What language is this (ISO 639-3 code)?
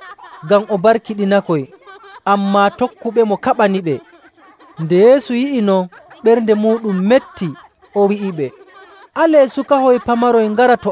fuv